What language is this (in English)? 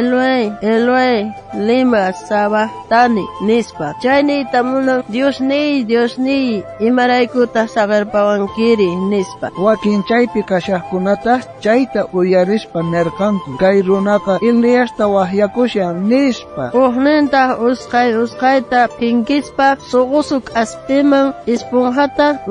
South Bolivian Quechua